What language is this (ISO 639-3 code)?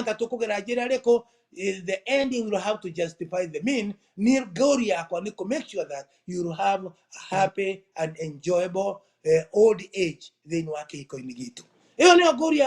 kik